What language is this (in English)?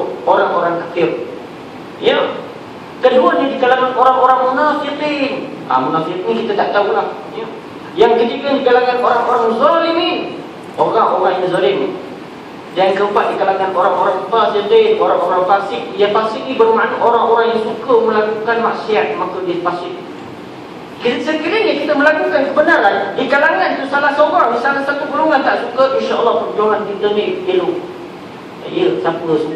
Malay